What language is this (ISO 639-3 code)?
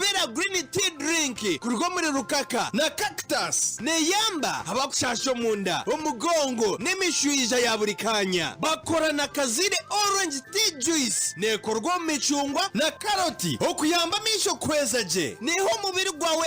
nyn